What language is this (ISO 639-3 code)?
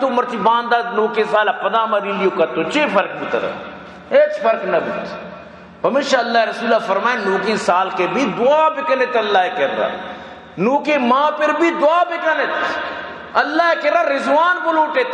bal